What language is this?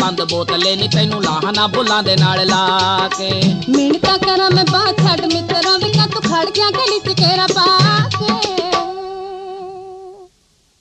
Punjabi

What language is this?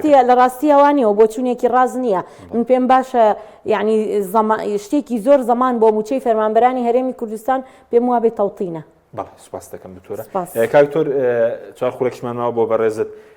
Central Kurdish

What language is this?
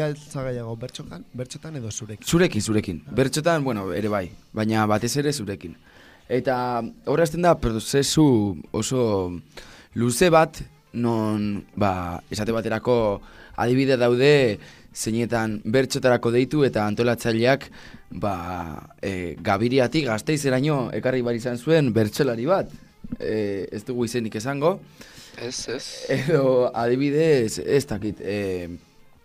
Basque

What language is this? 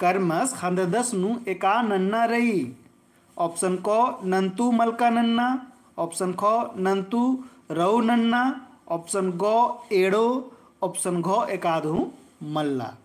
Kurukh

